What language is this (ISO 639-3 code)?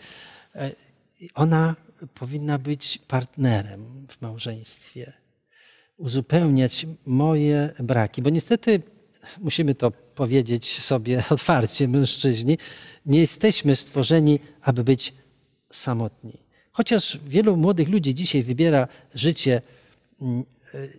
pol